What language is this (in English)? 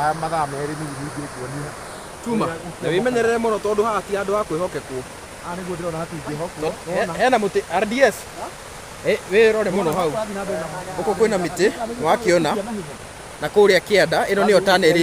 Kikuyu